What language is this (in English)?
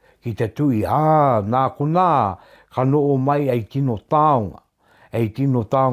Māori